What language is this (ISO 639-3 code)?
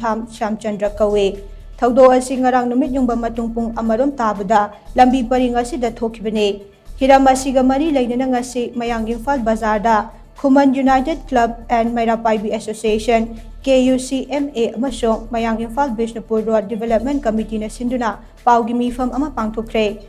mni